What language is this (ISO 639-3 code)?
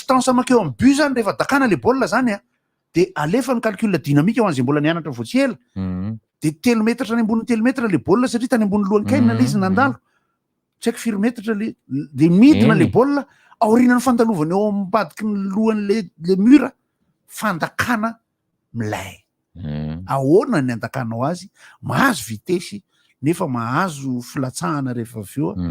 mlg